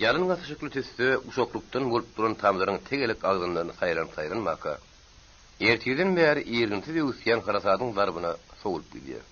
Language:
Turkmen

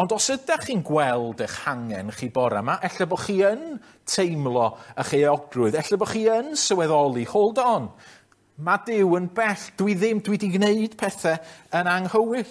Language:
Welsh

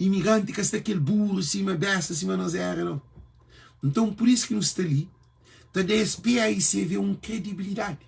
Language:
Kabuverdianu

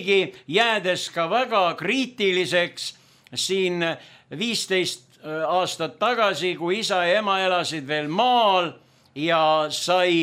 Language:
Estonian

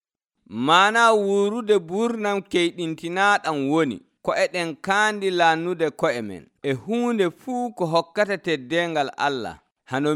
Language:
Nigerian Fulfulde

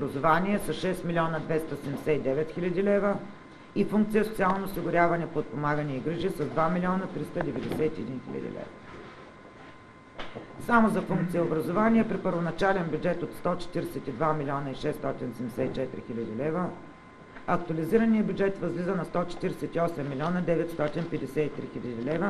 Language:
Bulgarian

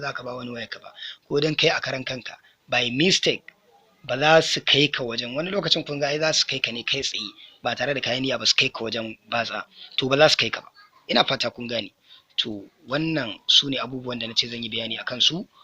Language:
Hausa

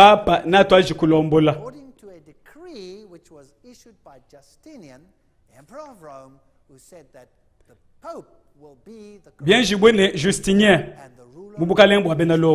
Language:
Luba-Lulua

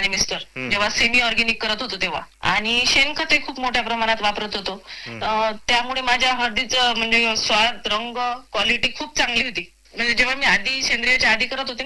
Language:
Marathi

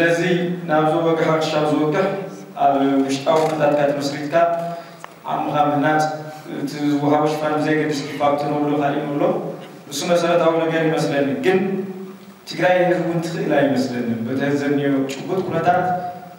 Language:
Tigrinya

